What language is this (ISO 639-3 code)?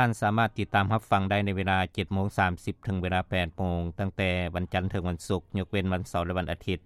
lao